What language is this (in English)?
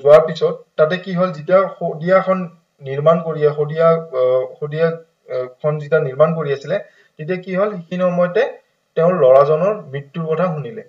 Assamese